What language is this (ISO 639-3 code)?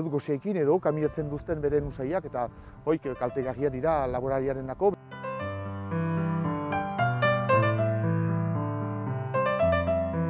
eus